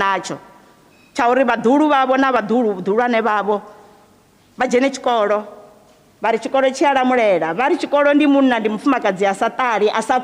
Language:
Venda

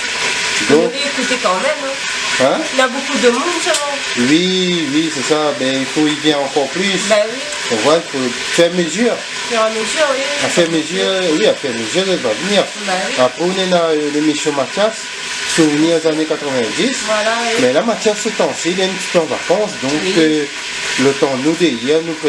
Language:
Réunion Creole French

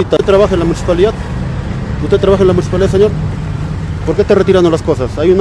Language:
Ayacucho Quechua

